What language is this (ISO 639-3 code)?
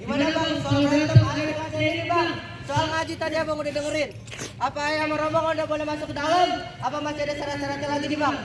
bew